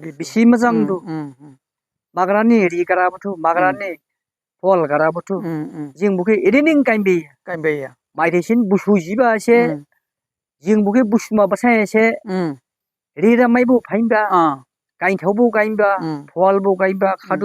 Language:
Dimasa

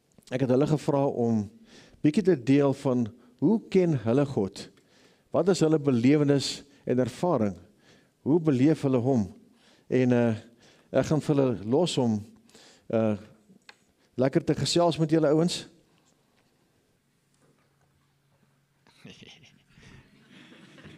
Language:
Afrikaans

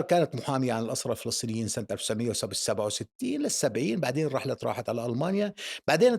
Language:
North Levantine Arabic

